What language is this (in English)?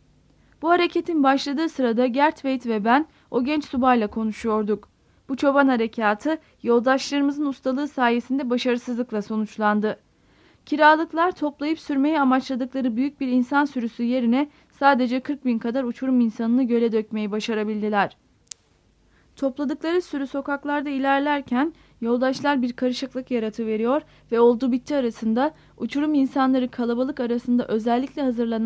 Turkish